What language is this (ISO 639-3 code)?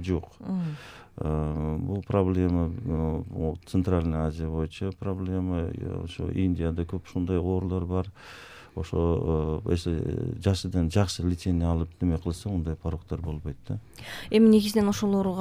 kir